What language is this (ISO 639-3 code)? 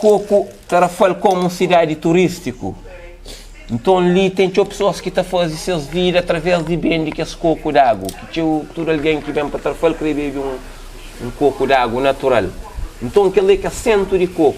kea